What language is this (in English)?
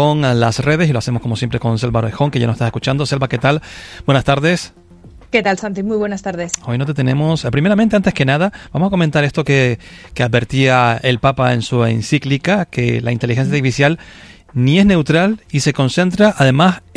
Spanish